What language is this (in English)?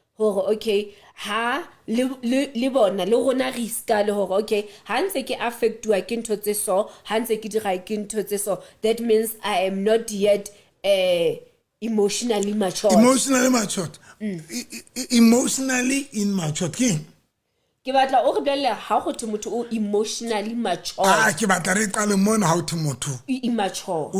Southern Sotho